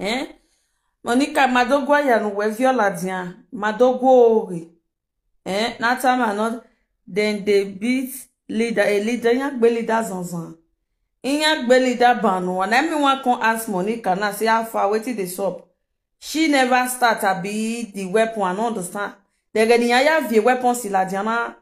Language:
Nigerian Pidgin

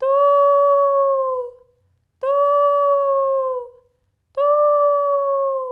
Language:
Tetum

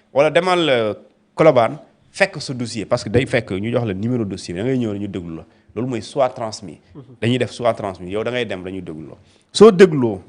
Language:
Wolof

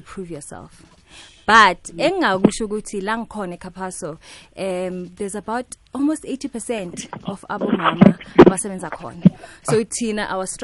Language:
South Ndebele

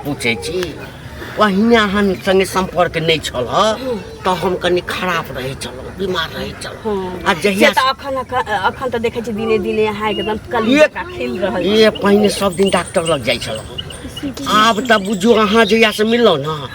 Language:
Maithili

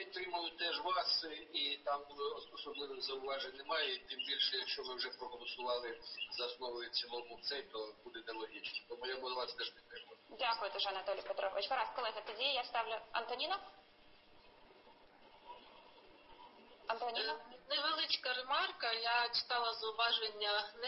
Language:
Ukrainian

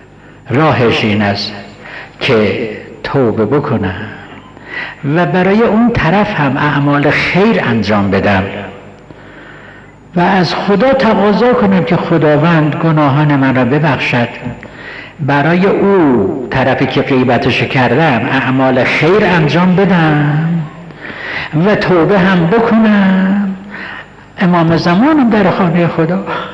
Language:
Persian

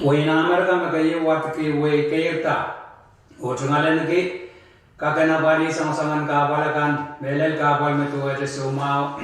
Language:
Pohnpeian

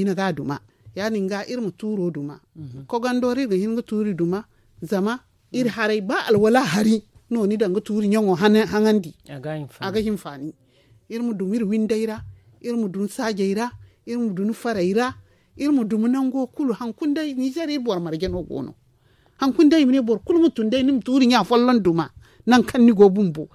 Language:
Zarma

